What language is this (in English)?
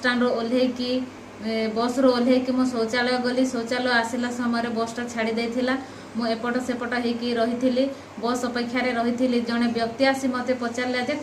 Odia